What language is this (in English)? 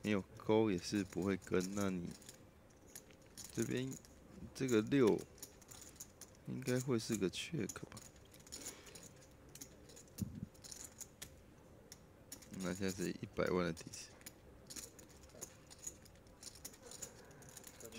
Chinese